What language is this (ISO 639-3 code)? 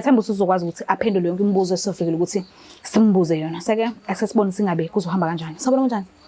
zul